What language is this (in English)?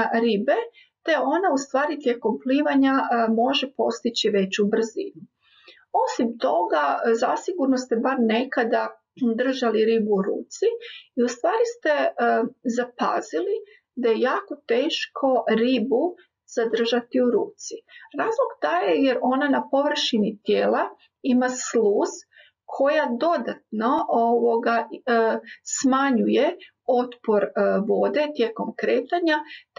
Croatian